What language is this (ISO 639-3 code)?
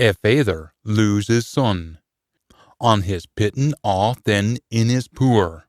sco